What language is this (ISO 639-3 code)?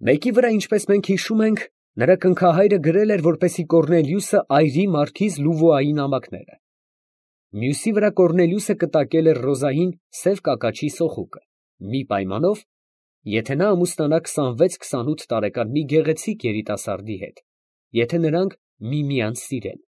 hye